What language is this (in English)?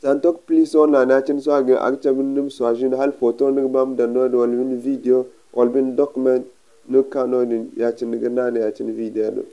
Zarma